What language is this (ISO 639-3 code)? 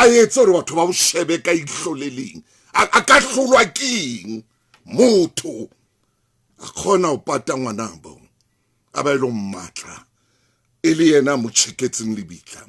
sot